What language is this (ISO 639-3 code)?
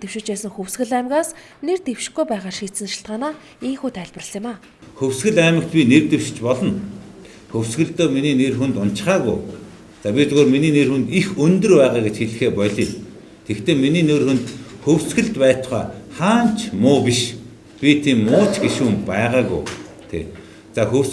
mon